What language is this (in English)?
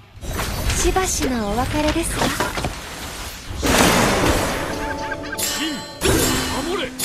Japanese